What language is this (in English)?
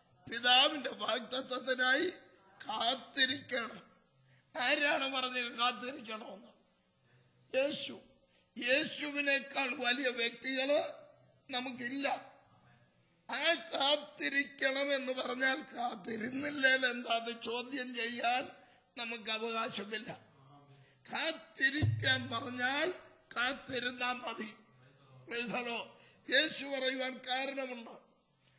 Malayalam